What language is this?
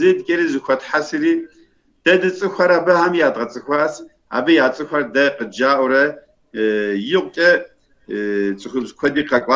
Kabardian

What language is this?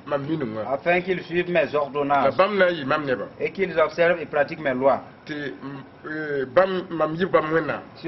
Mossi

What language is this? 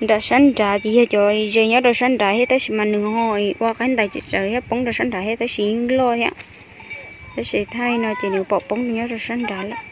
Hmong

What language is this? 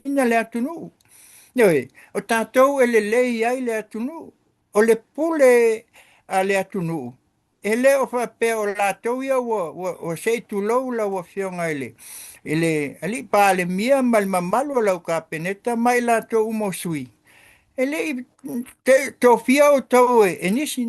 Samoan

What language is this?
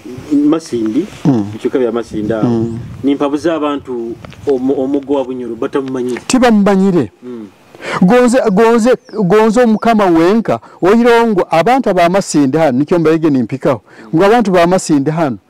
Nyoro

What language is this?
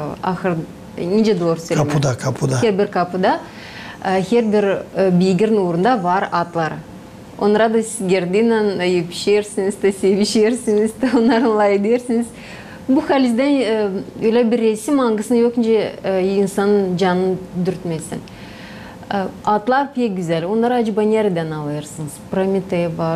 Gagauz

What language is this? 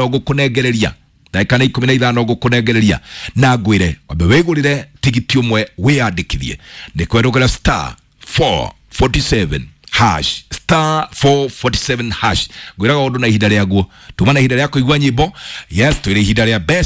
Kikuyu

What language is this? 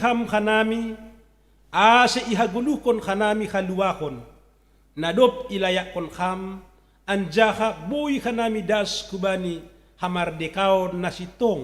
Batak Simalungun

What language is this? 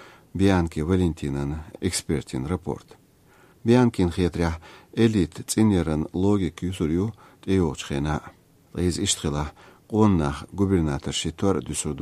Chechen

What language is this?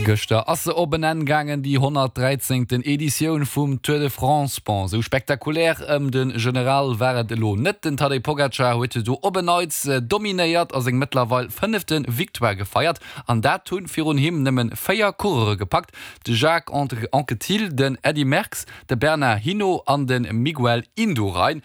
Luxembourgish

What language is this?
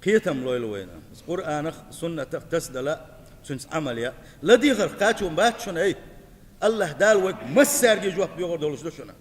Chechen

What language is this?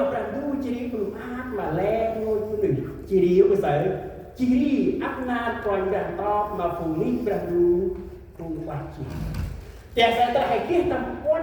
Central Mnong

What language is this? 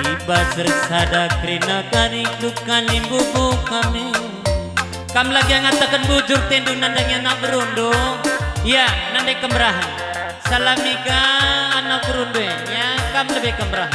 Batak Karo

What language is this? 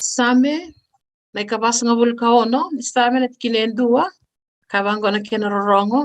Fijian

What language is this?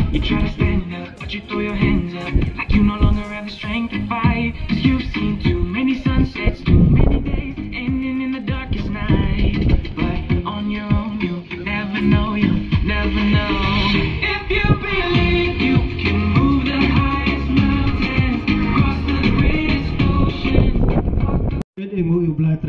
Khasi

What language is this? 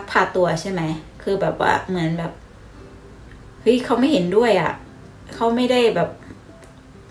Thai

